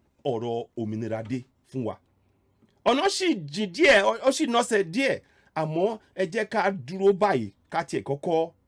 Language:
Yoruba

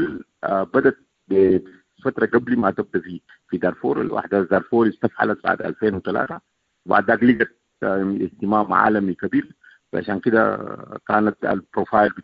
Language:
Sudanese Arabic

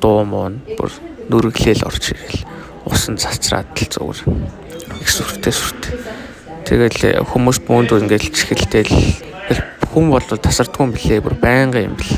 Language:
Mongolian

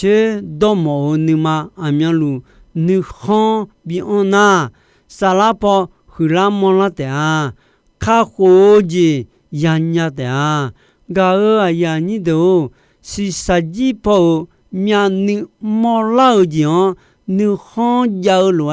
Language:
Akha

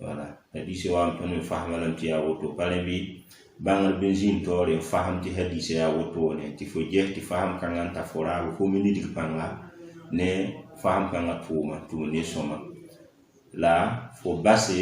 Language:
Mossi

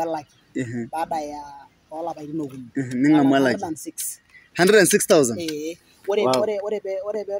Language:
Masai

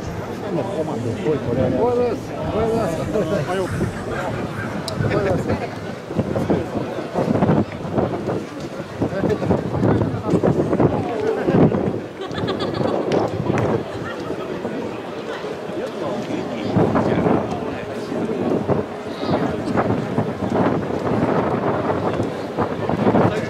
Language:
Japanese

